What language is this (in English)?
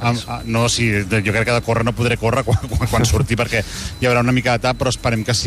Catalan